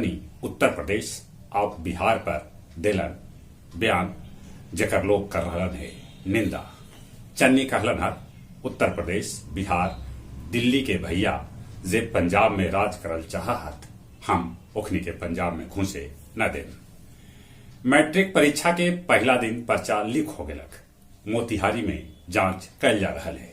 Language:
Magahi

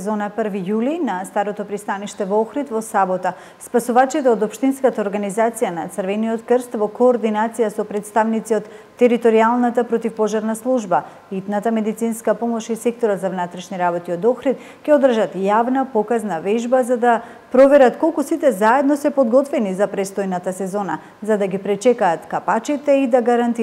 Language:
Macedonian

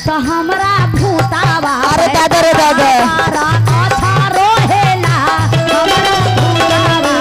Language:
Magahi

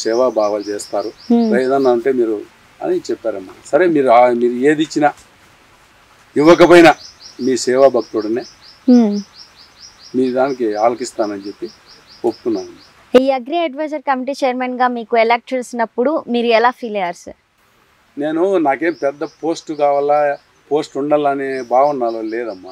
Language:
Telugu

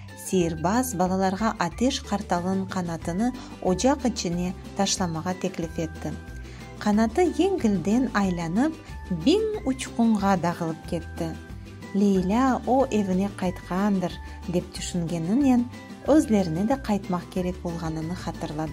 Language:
Crimean Tatar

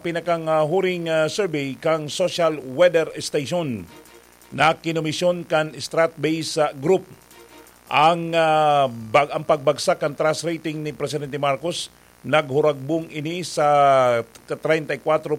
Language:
Bikol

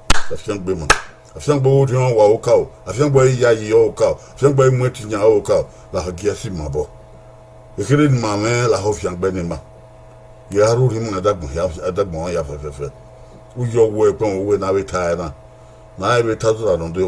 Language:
Bini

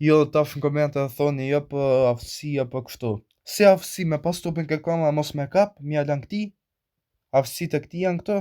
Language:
Albanian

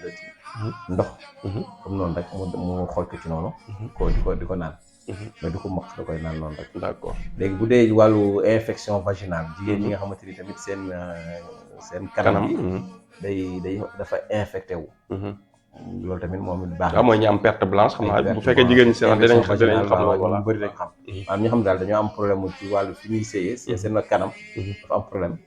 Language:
Wolof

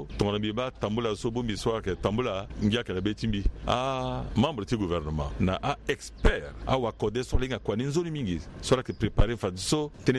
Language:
Sango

